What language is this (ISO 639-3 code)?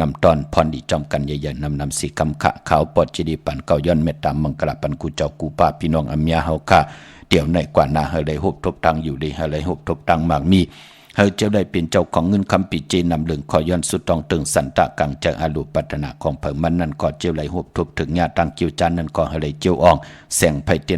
shn